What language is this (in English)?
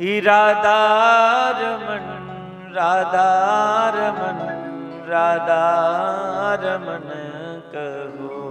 Dogri